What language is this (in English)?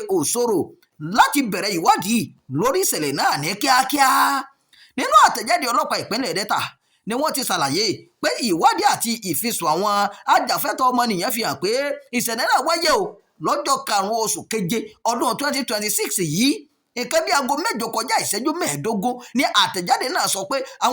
Yoruba